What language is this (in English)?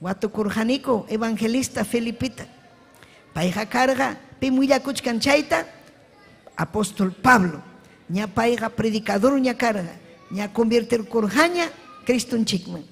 Ayacucho Quechua